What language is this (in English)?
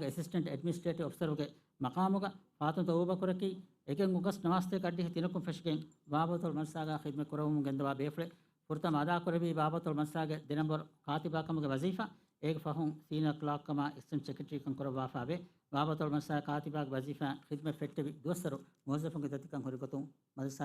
Divehi